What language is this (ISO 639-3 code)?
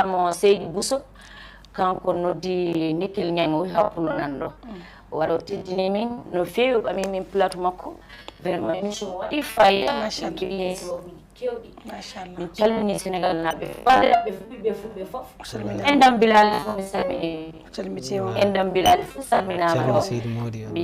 ful